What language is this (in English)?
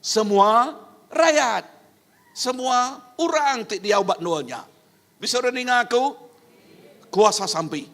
Iban